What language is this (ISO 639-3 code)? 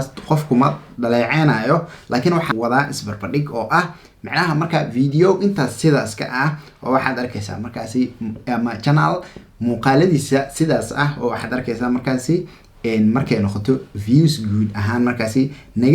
som